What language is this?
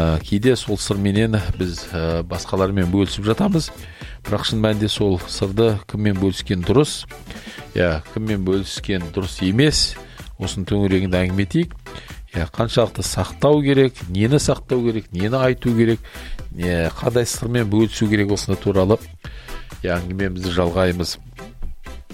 Kazakh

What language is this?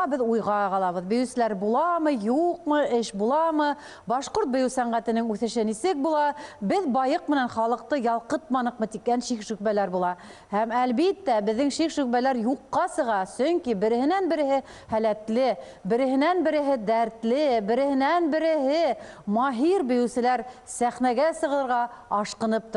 Bashkir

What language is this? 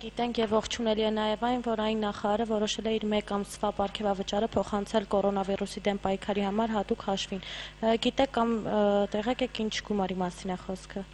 Armenian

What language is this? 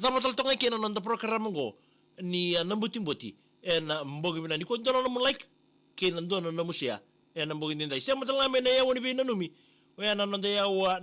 Fijian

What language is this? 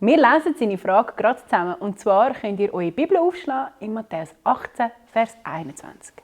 Swiss German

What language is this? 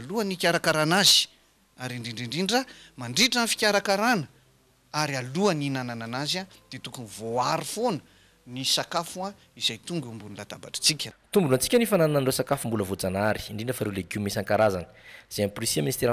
Malagasy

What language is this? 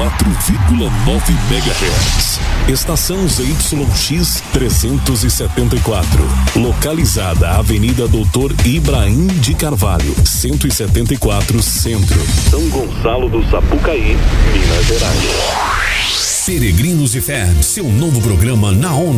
Portuguese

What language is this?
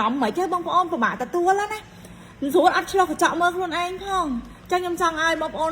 Khmer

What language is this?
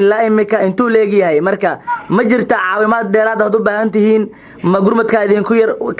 Somali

